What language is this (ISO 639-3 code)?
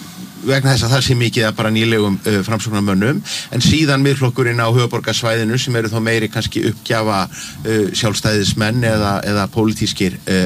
isl